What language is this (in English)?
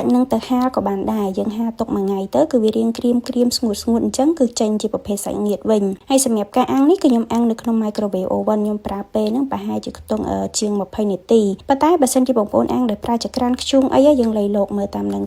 Khmer